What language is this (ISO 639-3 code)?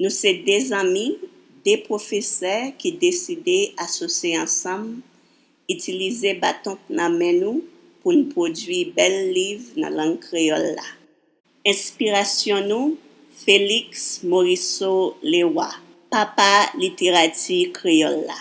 hat